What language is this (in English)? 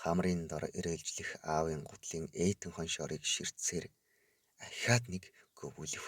Mongolian